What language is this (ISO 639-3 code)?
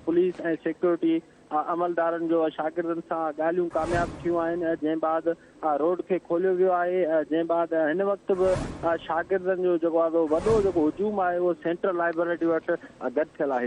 snd